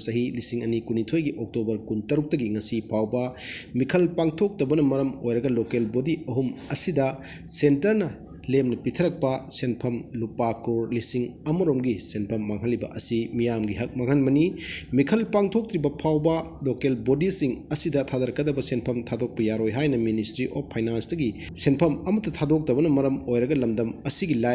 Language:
Manipuri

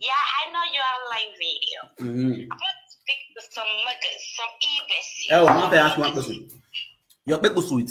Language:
Nigerian Pidgin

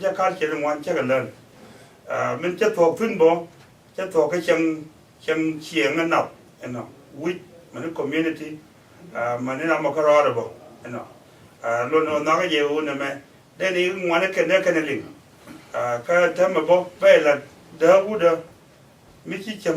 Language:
Nuer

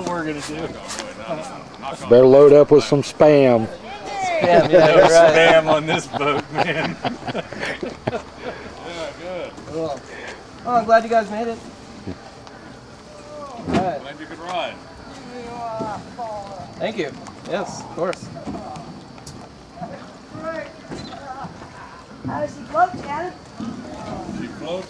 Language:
English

